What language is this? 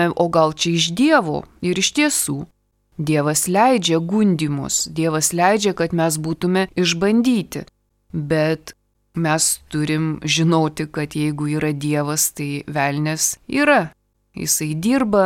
Lithuanian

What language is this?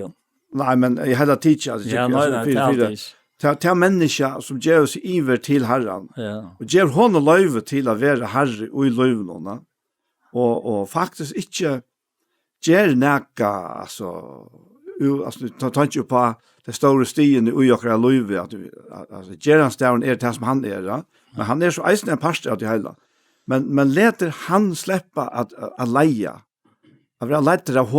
Faroese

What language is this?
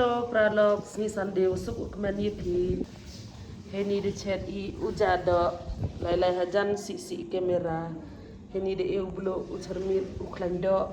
Khasi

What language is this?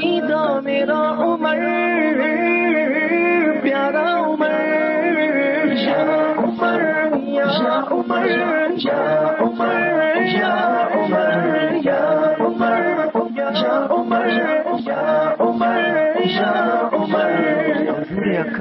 Urdu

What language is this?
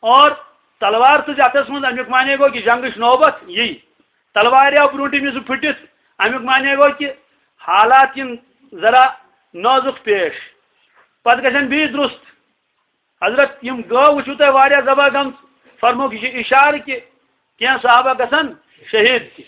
Kashmiri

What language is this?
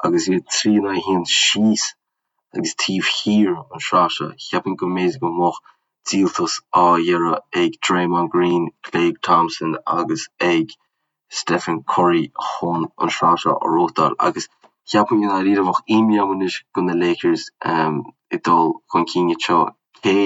Irish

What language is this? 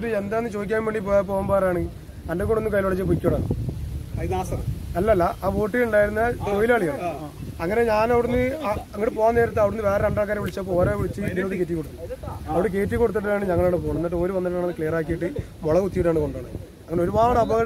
Malayalam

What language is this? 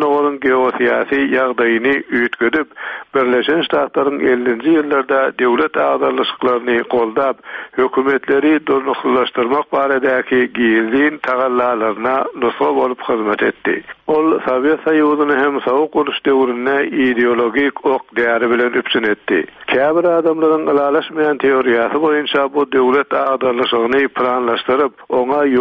Turkmen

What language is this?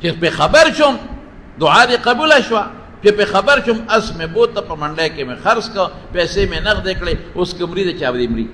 Pashto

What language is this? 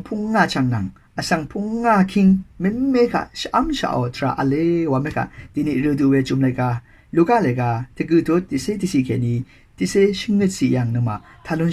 Rawang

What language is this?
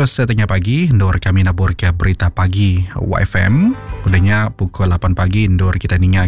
Iban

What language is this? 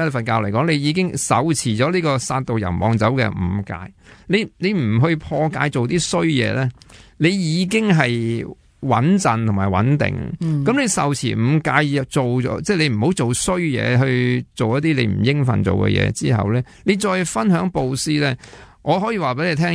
Cantonese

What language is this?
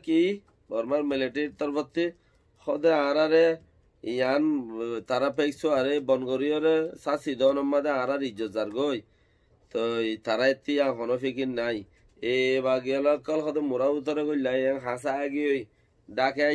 Rohingya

